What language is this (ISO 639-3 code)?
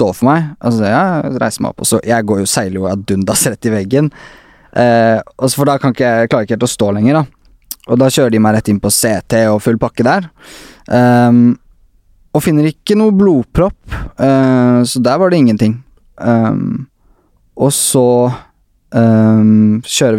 nor